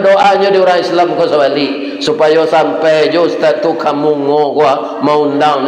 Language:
Minangkabau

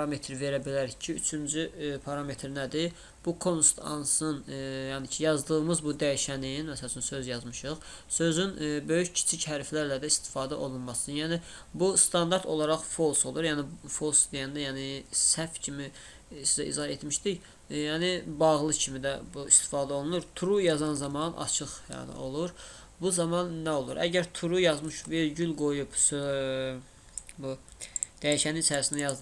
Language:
Azerbaijani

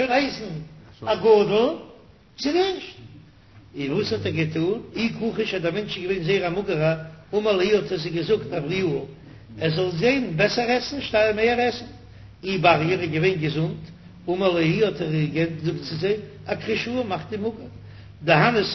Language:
Yiddish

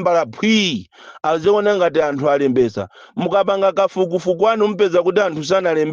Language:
Nyanja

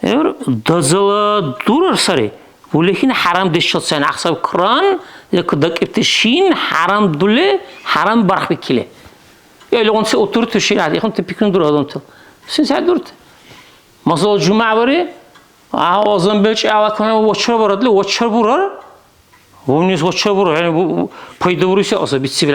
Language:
Dargwa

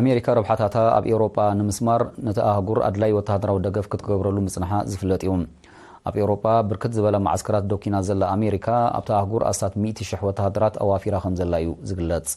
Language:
Tigrinya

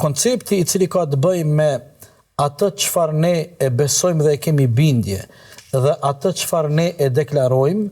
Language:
Albanian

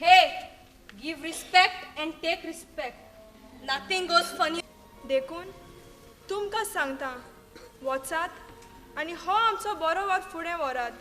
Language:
Konkani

